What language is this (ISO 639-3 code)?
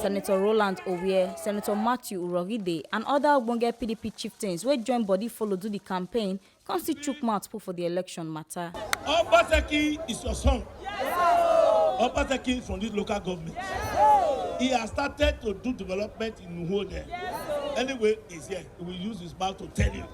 pcm